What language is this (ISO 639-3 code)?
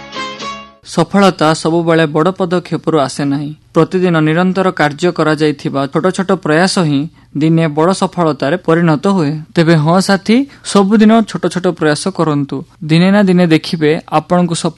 ori